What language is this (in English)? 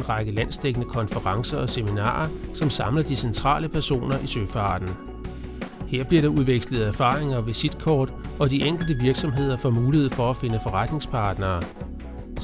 Danish